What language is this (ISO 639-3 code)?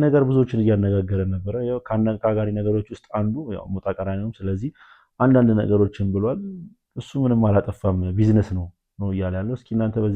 amh